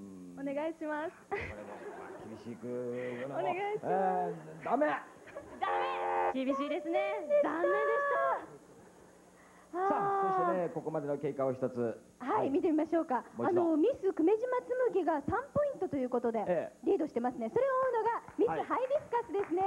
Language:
Japanese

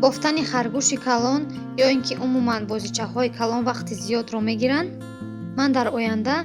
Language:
Tajik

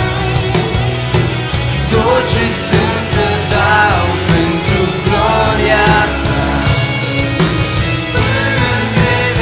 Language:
Romanian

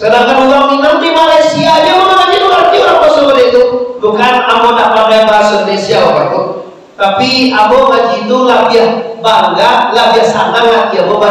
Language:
Minangkabau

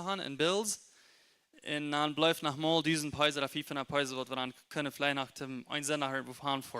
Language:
Plautdietsch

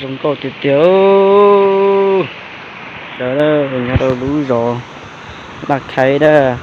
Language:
Hmong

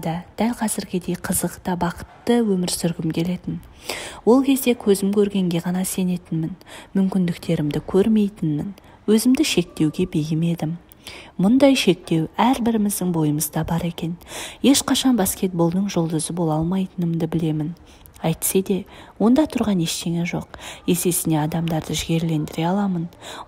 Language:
Kazakh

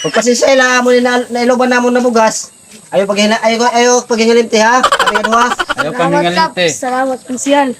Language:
Waray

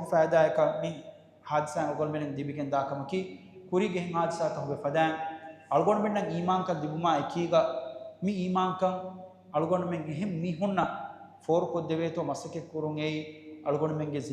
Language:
Divehi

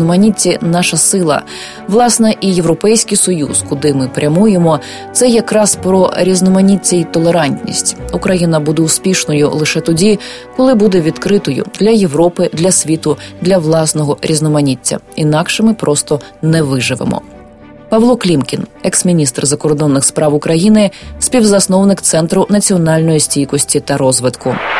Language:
Ukrainian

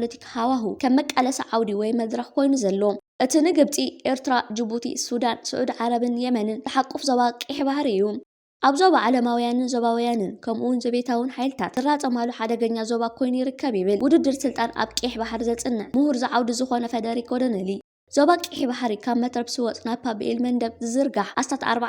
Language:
Tigrinya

